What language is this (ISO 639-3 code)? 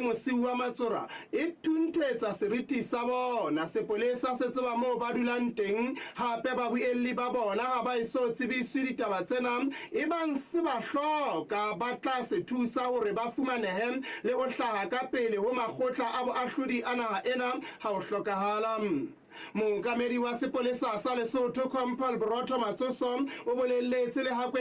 sot